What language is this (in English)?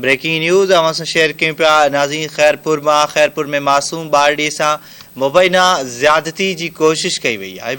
Sindhi